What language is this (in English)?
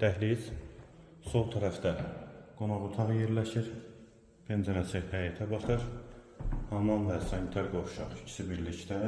Azerbaijani